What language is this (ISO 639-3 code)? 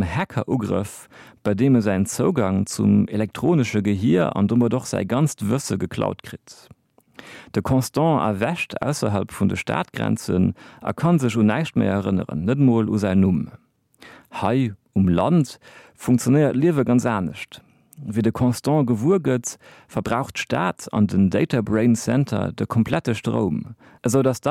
ltz